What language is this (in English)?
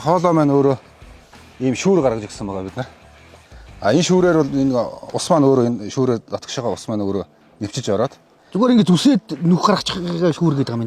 Mongolian